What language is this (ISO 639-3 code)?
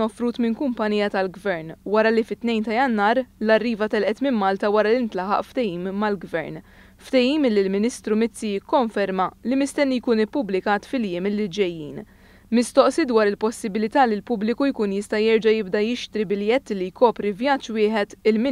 mlt